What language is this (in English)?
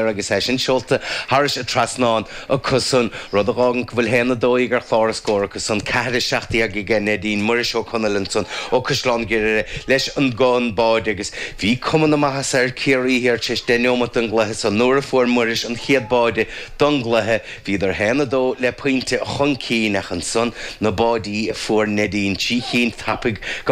Irish